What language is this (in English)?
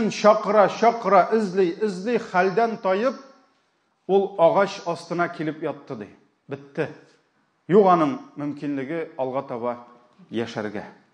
Tatar